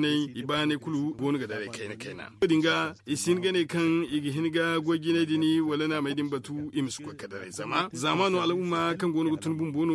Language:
Zarma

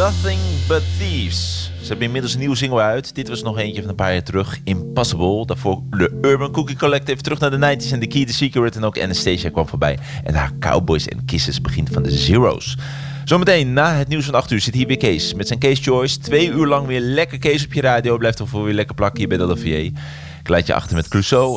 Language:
Dutch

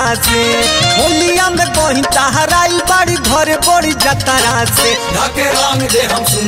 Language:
Bhojpuri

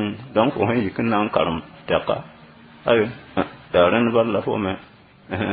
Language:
Mossi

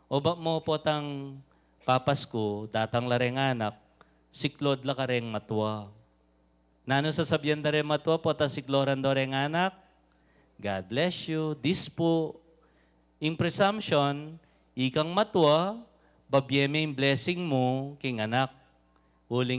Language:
Pampanga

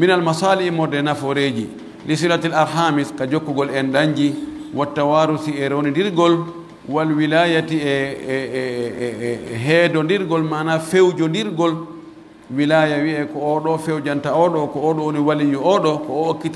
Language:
Pular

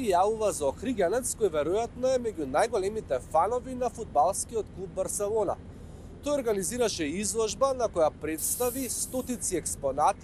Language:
Macedonian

